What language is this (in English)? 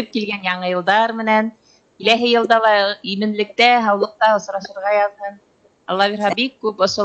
Bashkir